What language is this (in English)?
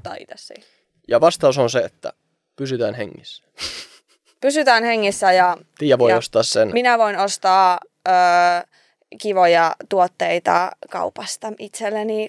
Finnish